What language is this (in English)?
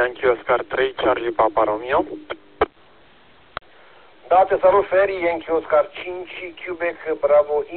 Romanian